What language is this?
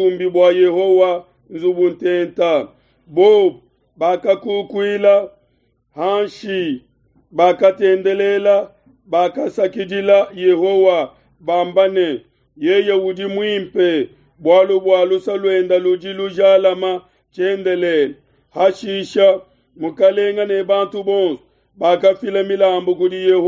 Luba-Lulua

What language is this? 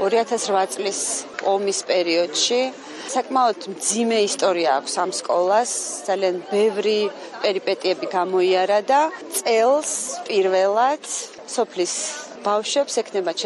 Georgian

